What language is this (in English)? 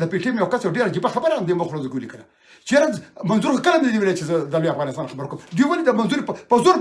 Pashto